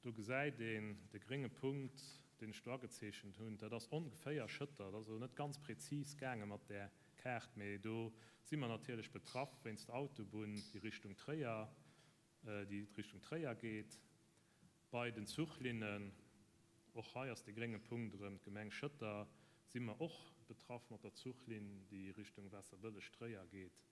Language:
Luxembourgish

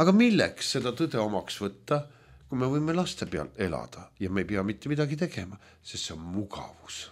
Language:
Estonian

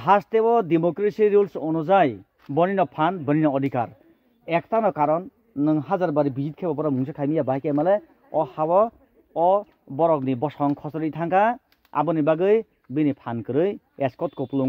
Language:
Kok Borok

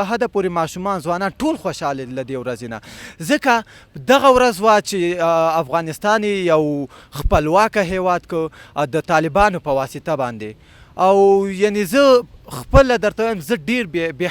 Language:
Pashto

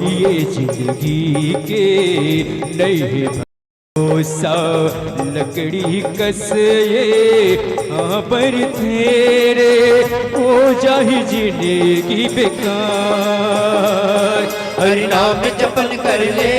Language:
Chhattisgarhi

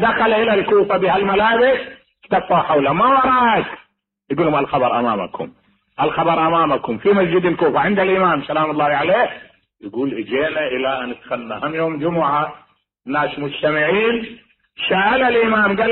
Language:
Mesopotamian Arabic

